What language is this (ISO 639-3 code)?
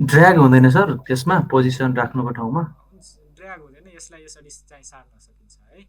nep